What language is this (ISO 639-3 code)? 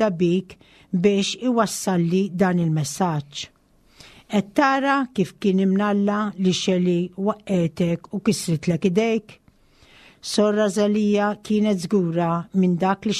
mlt